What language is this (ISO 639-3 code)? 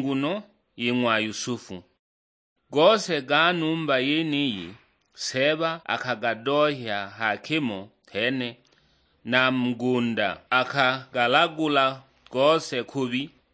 suk